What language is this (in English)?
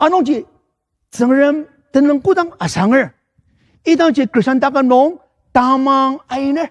Ao Naga